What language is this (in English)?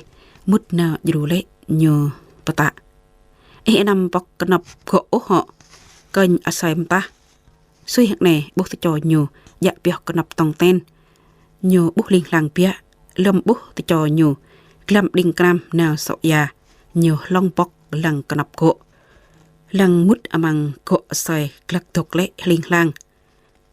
Jarai